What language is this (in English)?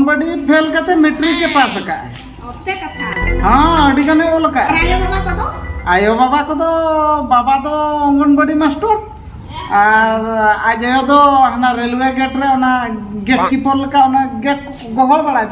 Santali